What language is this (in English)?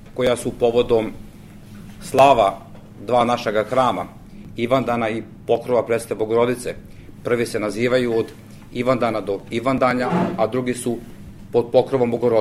Serbian